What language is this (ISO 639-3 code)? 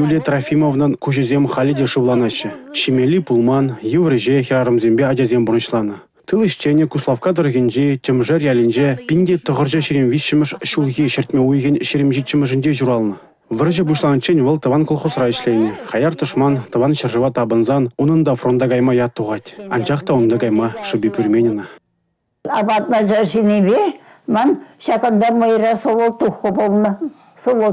chv